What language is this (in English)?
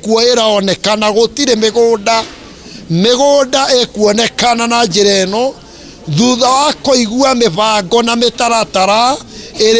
Kikuyu